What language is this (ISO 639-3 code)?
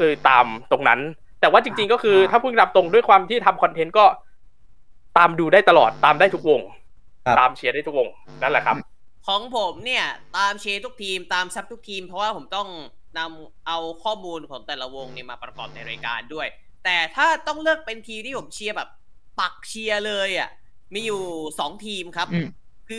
tha